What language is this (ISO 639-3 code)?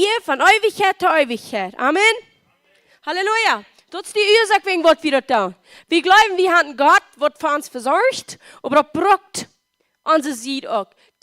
pdt